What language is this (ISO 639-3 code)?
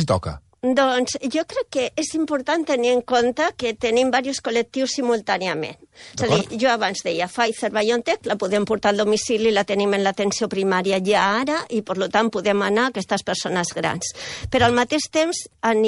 cat